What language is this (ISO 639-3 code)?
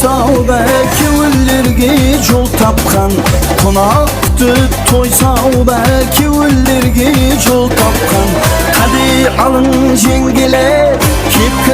kaa